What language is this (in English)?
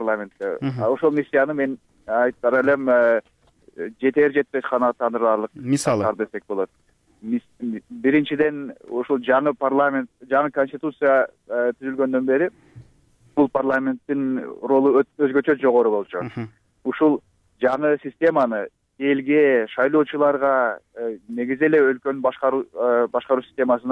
Kyrgyz